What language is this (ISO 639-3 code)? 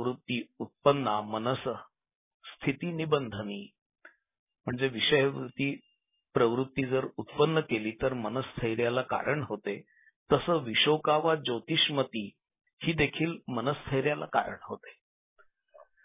mar